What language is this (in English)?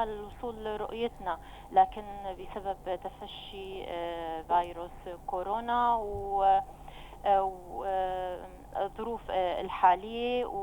North Levantine Arabic